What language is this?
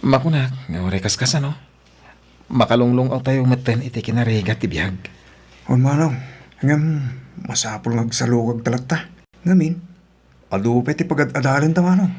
Iloko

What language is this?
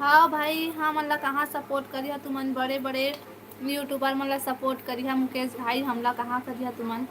Chhattisgarhi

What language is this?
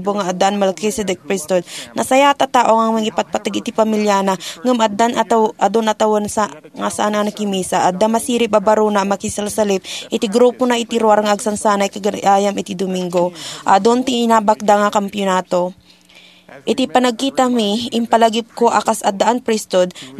Iloko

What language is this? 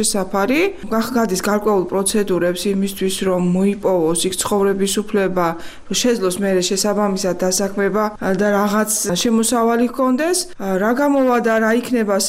Georgian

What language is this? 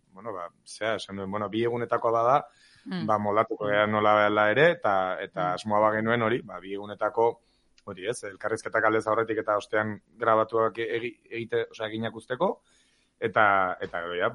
Basque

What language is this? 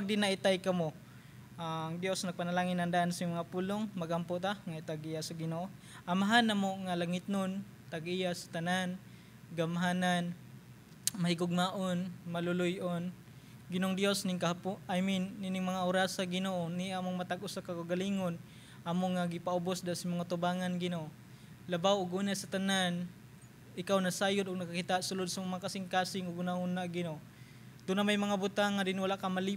Cebuano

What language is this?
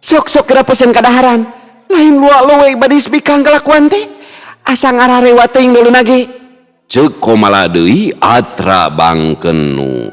Sundanese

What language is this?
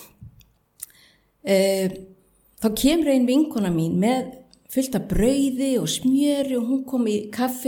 Icelandic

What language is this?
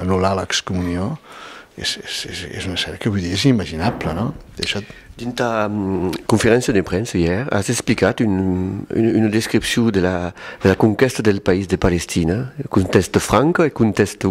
Occitan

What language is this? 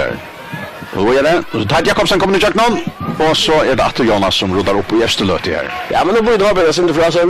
Faroese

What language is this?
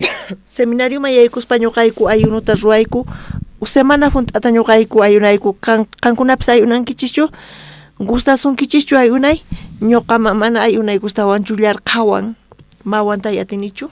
South Bolivian Quechua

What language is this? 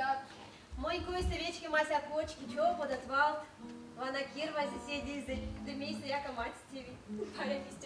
Erzya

